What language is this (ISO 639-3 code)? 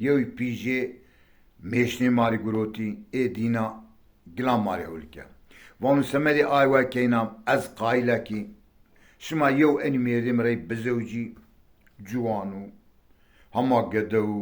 zza